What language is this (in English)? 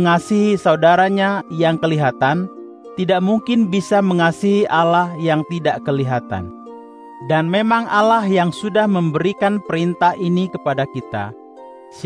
Indonesian